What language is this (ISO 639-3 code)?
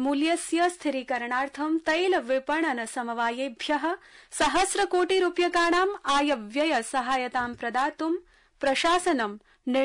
san